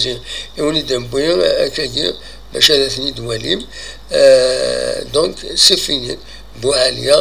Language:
Kabyle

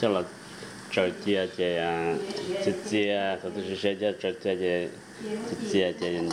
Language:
Hmong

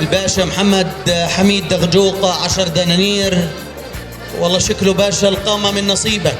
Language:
North Levantine Arabic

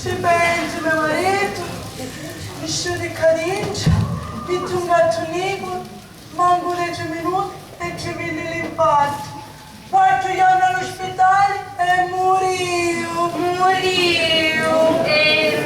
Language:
Sicilian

